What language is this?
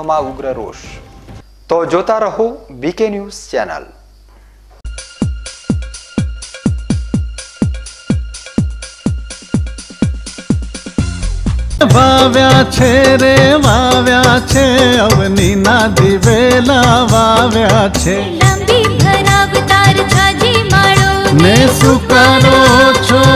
Gujarati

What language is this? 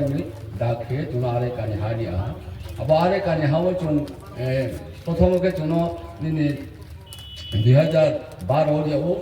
Riang (India)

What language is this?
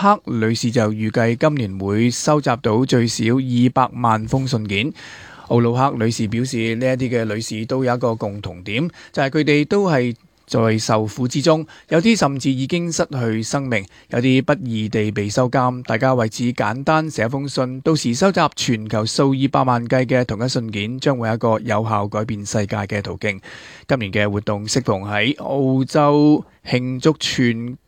Cantonese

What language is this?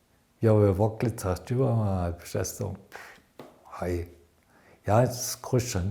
Upper Sorbian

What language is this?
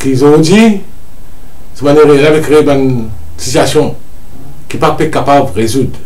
Morisyen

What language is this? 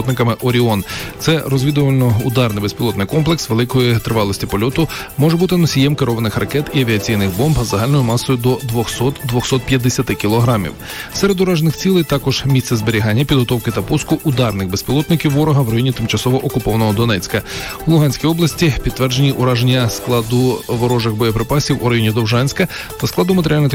Ukrainian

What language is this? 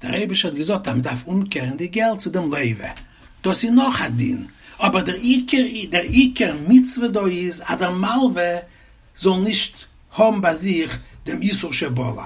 Yiddish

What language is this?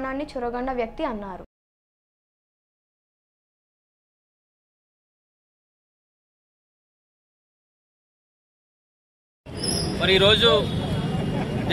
Telugu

